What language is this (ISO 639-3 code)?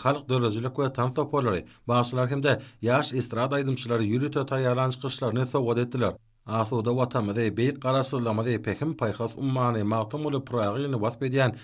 tuk